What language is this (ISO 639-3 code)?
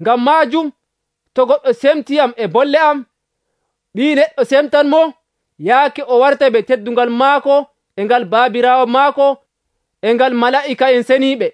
fuv